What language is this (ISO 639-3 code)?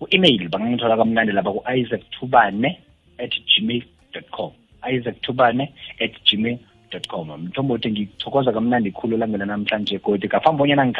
nbl